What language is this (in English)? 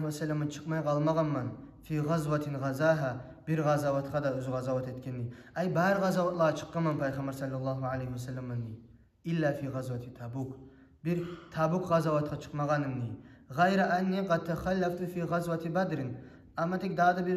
Kumyk